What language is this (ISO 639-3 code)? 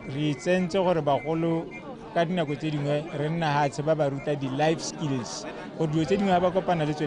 tsn